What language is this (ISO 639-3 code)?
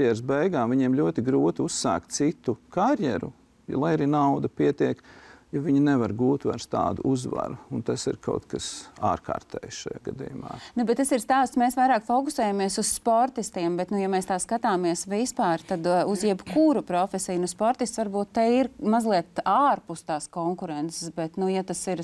lav